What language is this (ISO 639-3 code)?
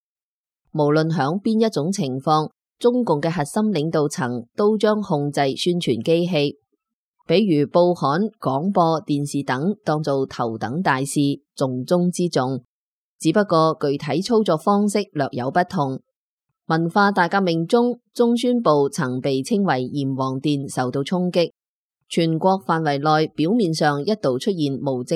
yue